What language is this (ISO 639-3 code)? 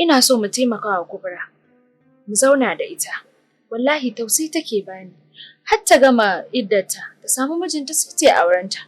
hau